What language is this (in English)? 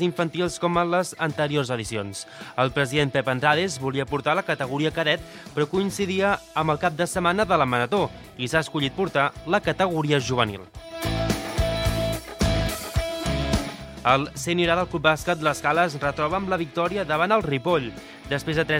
Catalan